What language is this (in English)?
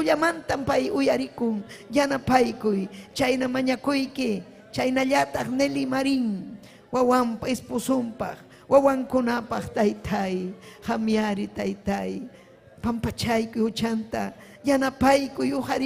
Ayacucho Quechua